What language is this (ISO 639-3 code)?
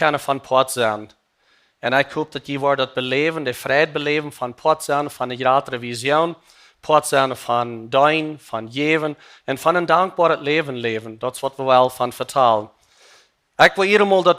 pdt